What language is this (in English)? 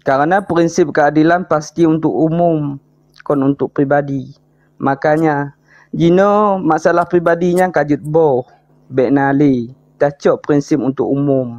Achinese